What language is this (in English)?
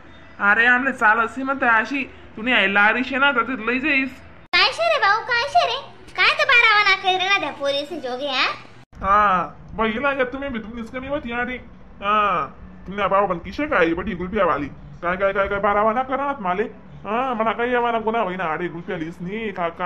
Khandesi